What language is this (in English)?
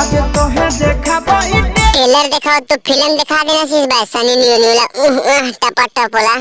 Magahi